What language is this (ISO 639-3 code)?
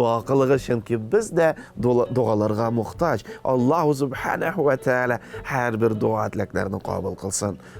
tat